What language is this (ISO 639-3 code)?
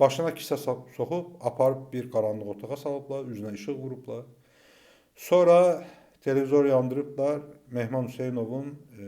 aze